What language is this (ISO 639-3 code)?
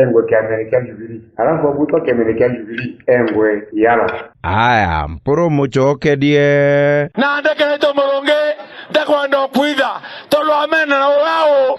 mer